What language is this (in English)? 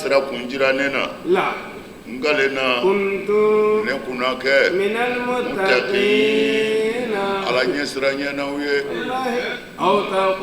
Bambara